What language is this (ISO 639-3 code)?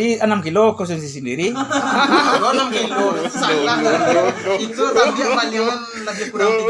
min